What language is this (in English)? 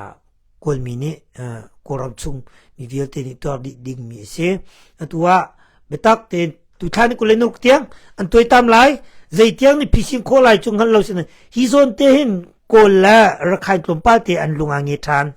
Hakha Chin